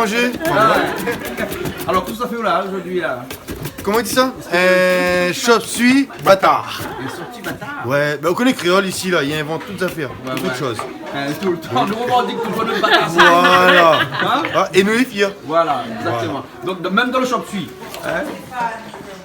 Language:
Réunion Creole French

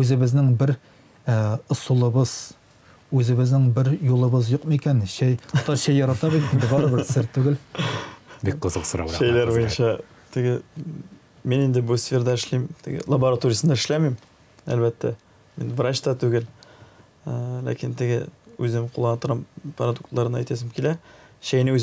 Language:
Tatar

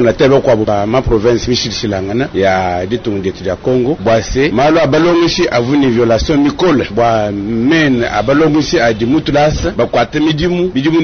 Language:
Luba-Lulua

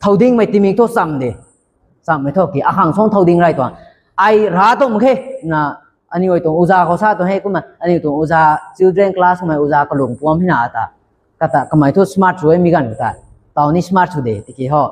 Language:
Rongmei Naga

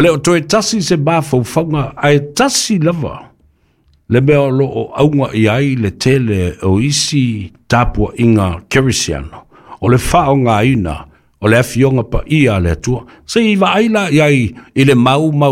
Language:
Samoan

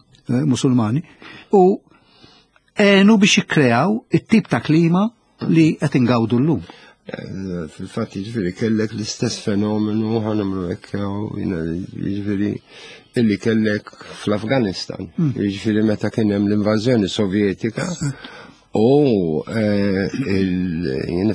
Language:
Maltese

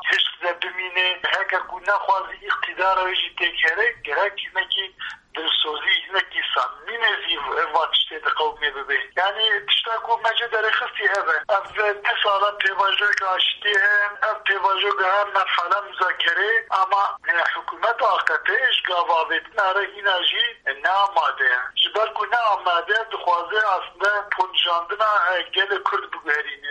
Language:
Kurdish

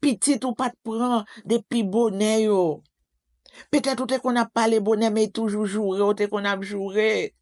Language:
Haitian Creole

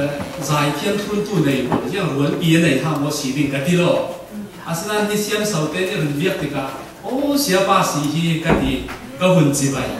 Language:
Falam Chin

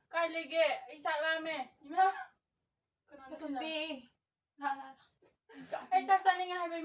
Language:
Manipuri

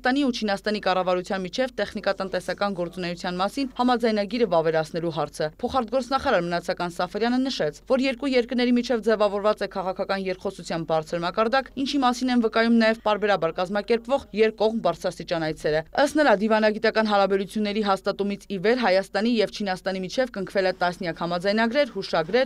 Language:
Armenian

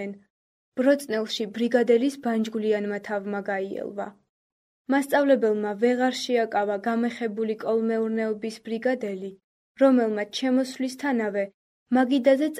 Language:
Georgian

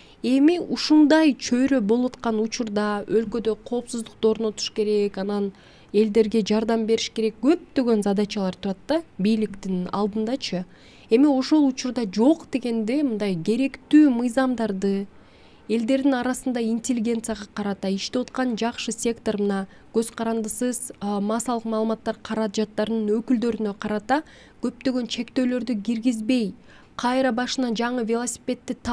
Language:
Kyrgyz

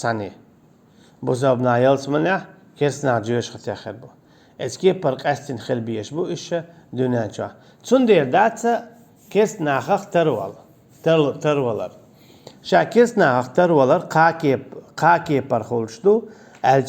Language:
Chechen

